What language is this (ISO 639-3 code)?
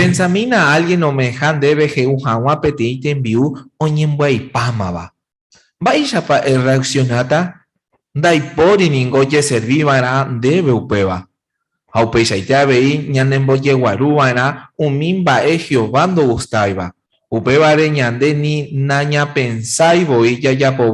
grn